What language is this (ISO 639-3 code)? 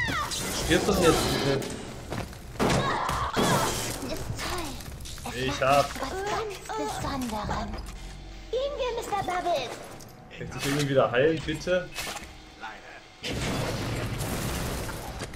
deu